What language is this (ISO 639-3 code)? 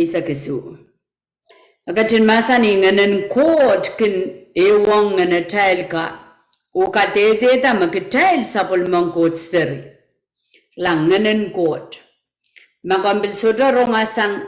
pon